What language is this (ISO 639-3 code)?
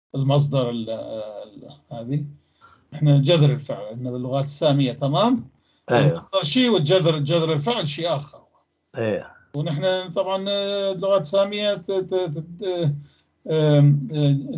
apc